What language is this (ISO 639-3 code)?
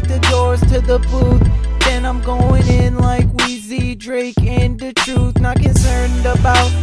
eng